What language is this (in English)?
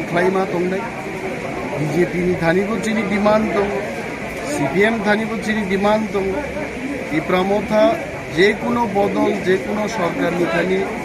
Kok Borok